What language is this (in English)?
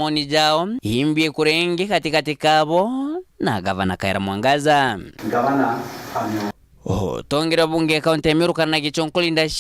Meru